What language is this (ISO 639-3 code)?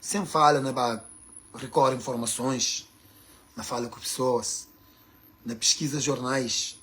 kea